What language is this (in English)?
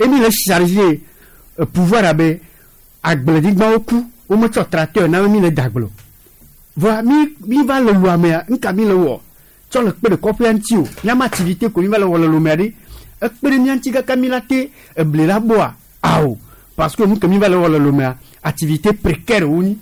Gen